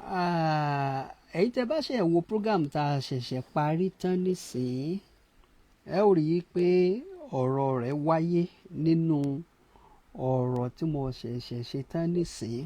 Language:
Yoruba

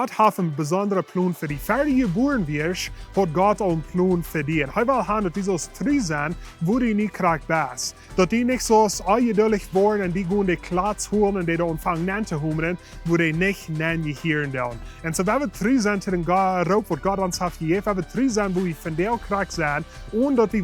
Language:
Plautdietsch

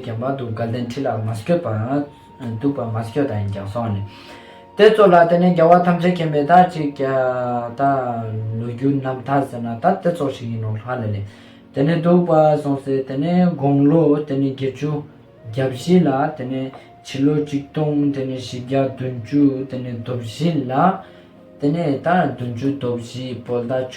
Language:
Ladakhi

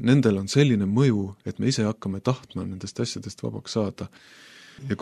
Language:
Estonian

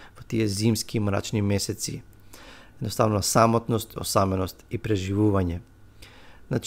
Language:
Macedonian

